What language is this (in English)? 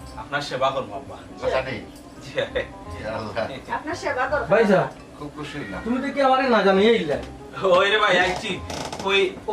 Sylheti